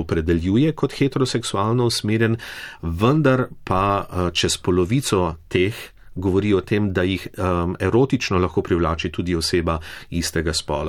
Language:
Slovenian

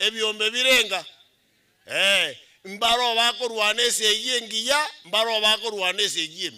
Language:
Gusii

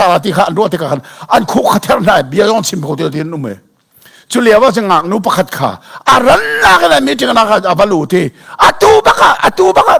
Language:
Hakha Chin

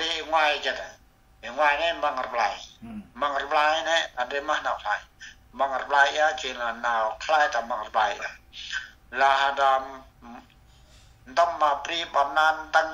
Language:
Central Mnong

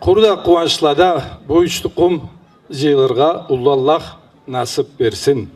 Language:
Karachay-Balkar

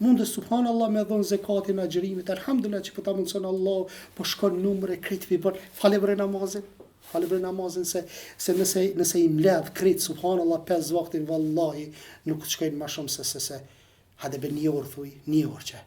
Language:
Albanian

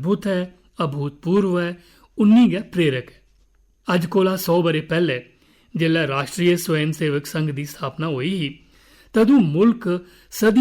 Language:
Dogri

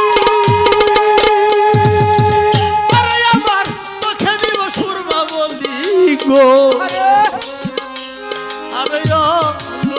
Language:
Bangla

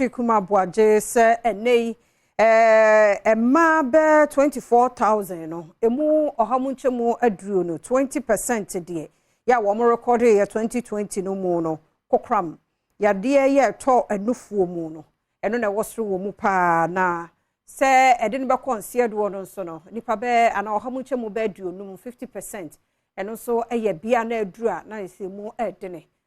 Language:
Akan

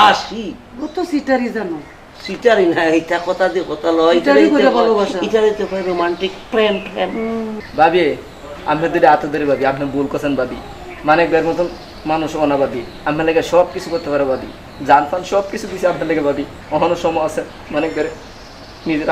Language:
Sylheti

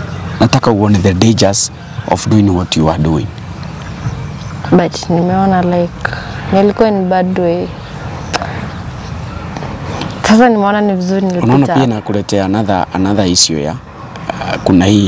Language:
Swahili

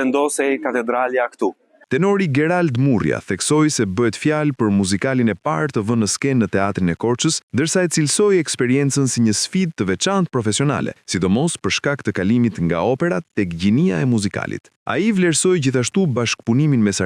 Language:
Albanian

